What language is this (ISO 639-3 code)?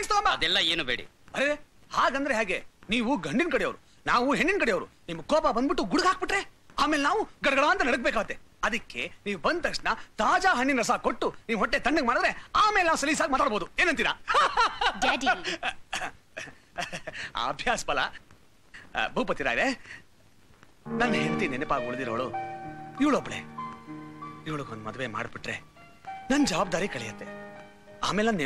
kan